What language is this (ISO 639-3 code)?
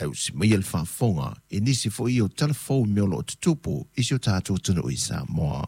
smo